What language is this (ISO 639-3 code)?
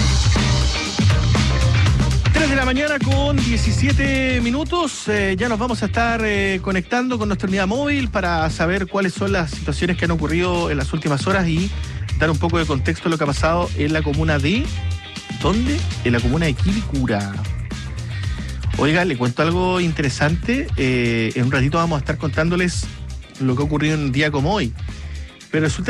spa